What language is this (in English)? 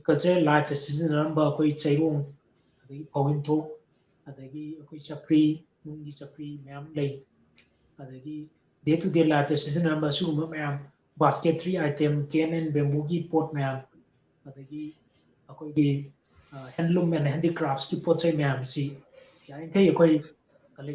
Manipuri